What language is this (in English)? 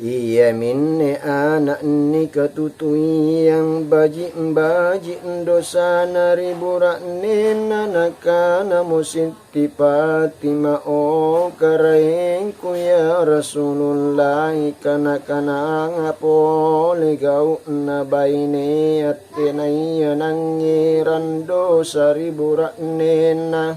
Makasar